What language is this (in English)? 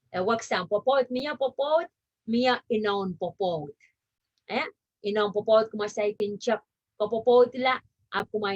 Pohnpeian